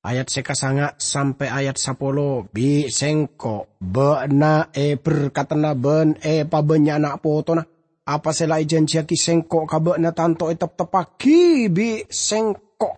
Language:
Madurese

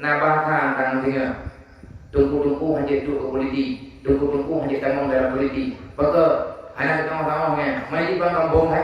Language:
Achinese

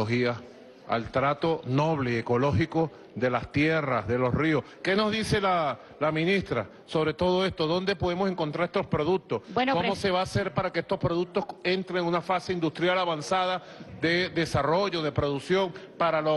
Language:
Spanish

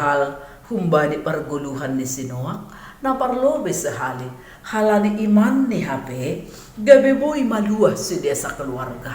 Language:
Batak Simalungun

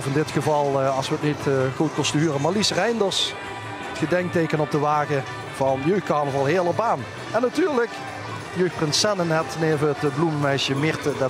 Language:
Limburgish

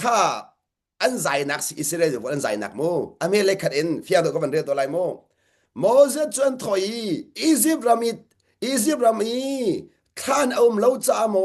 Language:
Hakha Chin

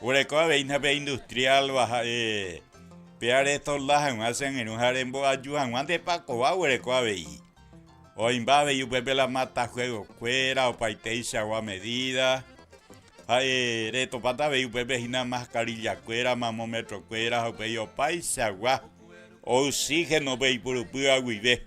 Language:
Guarani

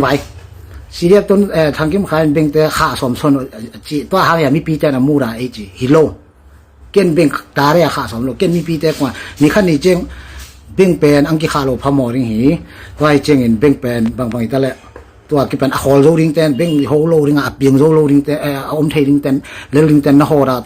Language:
Tedim Chin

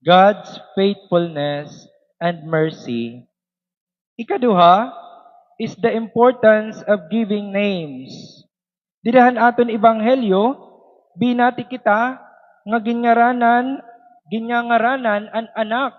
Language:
Waray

